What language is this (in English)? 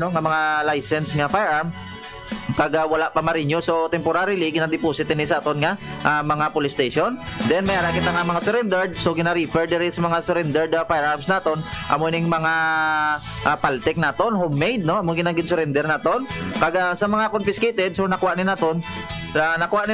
Hiligaynon